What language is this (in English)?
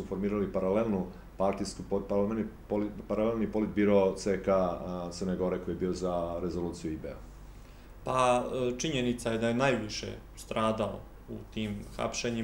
Serbian